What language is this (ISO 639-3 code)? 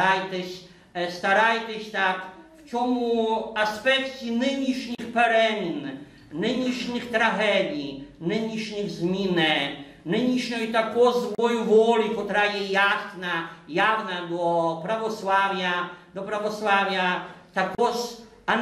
rue